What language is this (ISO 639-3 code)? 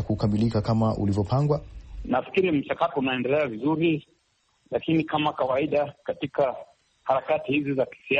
swa